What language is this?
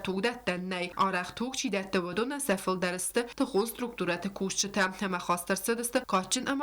Ossetic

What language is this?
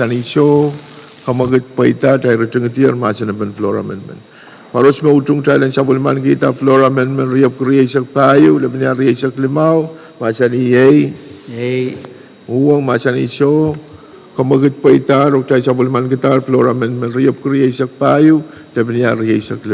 Pohnpeian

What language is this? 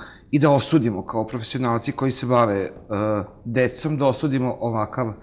Serbian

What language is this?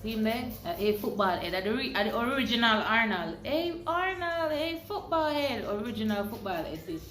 Jamaican Creole English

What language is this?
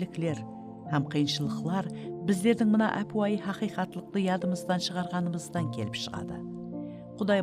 Kara-Kalpak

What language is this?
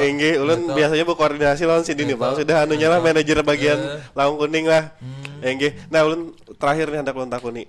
Banjar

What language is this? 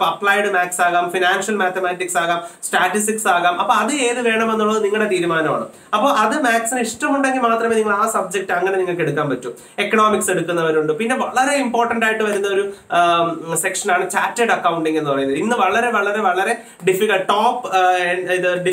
Malayalam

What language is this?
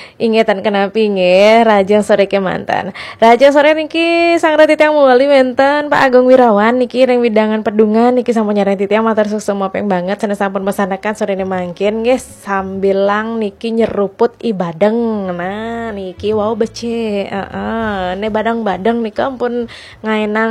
Balinese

